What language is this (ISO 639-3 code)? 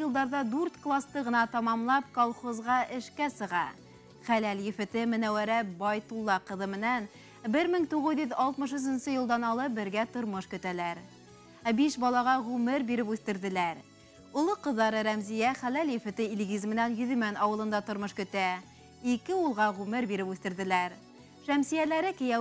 bak